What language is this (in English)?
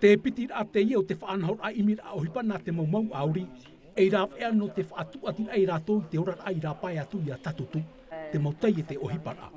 Tahitian